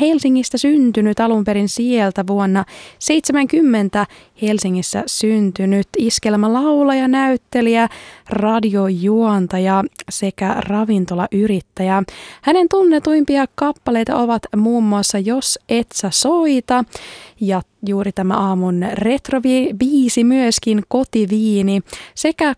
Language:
Finnish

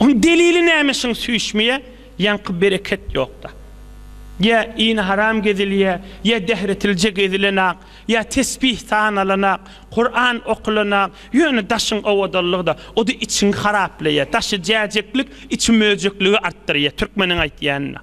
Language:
Turkmen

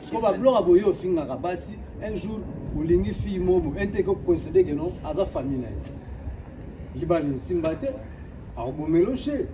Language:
Lingala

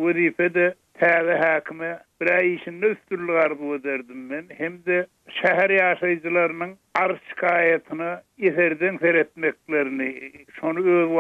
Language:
Turkmen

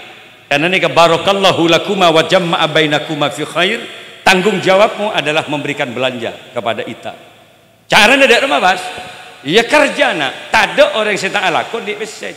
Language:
Madurese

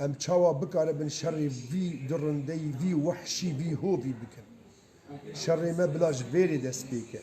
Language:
Kurdish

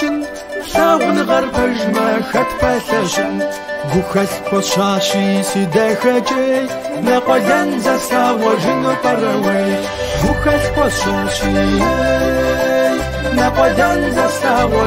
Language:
Kabardian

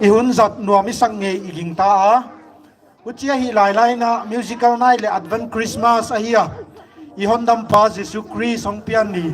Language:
Paite Chin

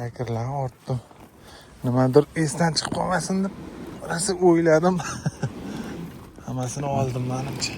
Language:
Uzbek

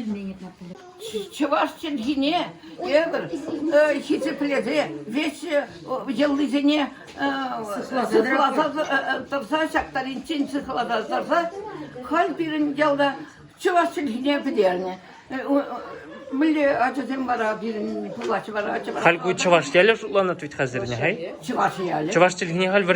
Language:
Chuvash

